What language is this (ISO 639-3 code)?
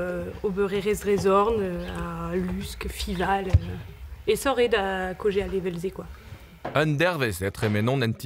bre